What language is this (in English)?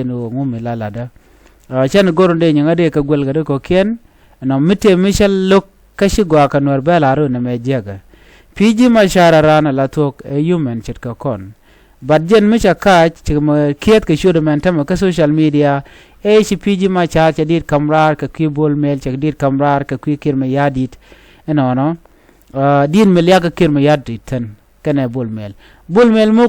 Nuer